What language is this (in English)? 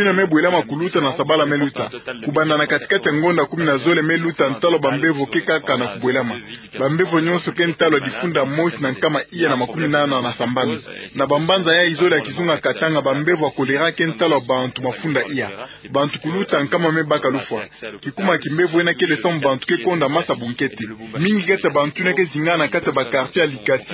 Kituba (Democratic Republic of Congo)